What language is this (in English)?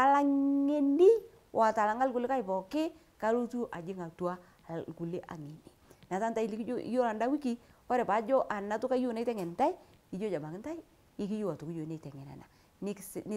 Masai